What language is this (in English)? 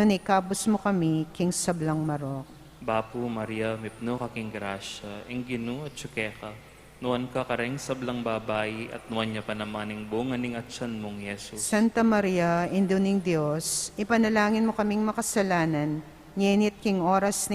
Pampanga